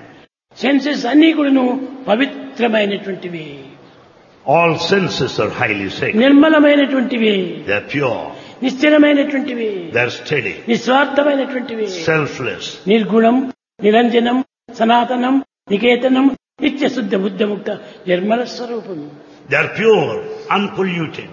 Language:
Telugu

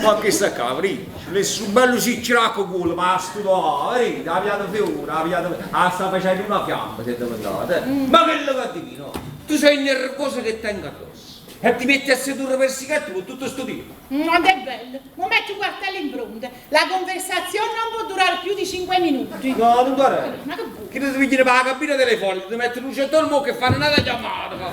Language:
Neapolitan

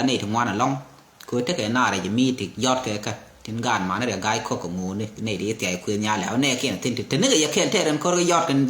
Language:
Nuer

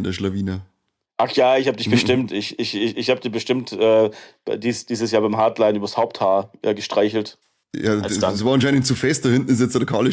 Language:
Bavarian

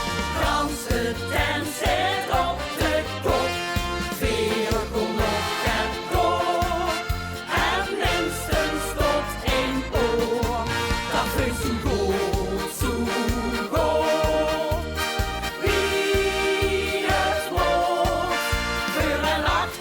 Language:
Limburgish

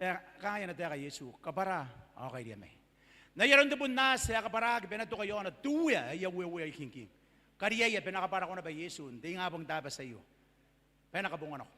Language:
Gilbertese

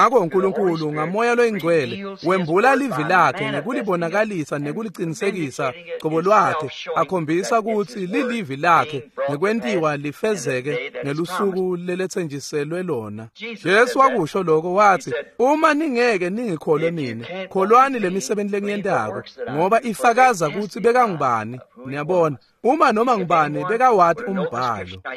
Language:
Swati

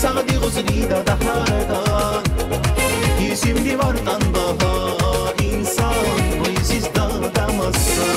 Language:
Tabassaran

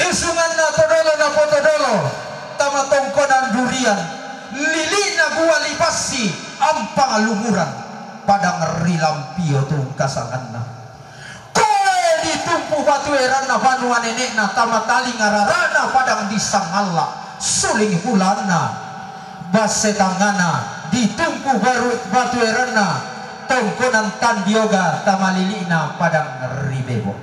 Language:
Toraja-Sa'dan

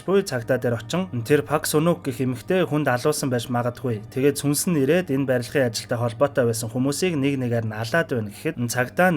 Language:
Mongolian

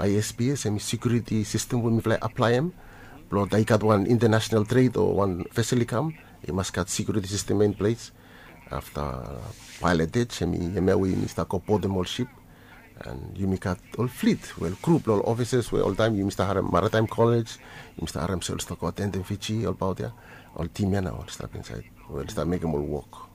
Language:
Bislama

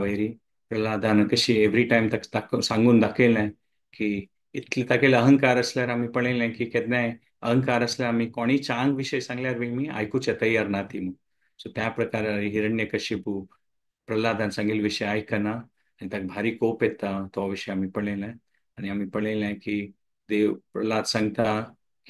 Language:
Konkani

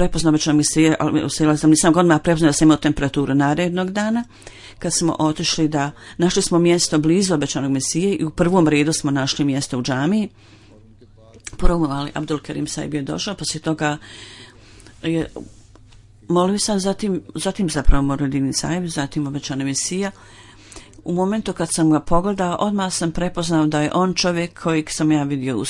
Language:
Bosnian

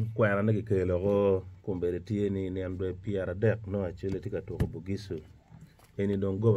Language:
Acoli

